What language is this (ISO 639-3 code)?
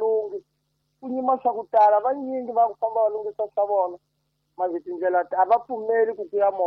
tso